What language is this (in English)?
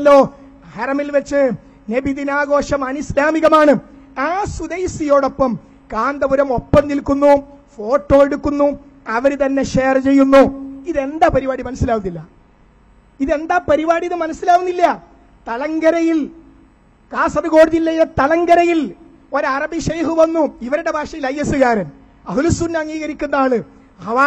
Malayalam